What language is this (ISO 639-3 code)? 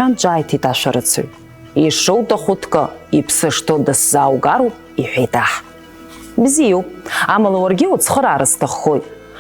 abk